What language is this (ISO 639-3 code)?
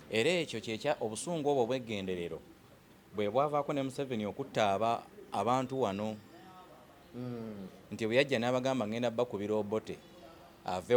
lug